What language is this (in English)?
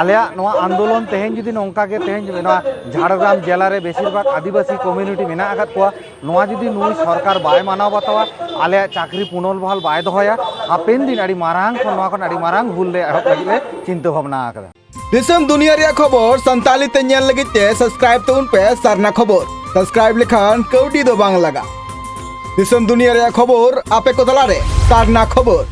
Santali